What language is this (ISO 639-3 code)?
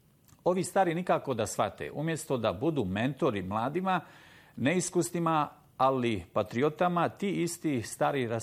bos